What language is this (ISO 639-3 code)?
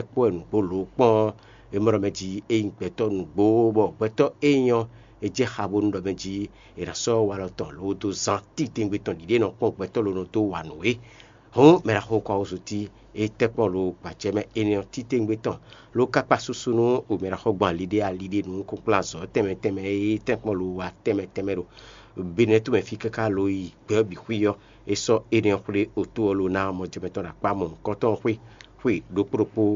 fon